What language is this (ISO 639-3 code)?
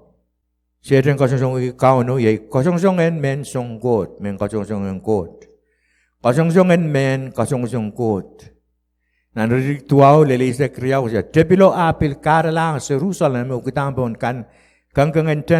pon